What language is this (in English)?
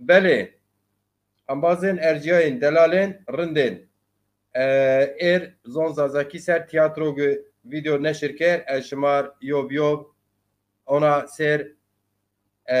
Zaza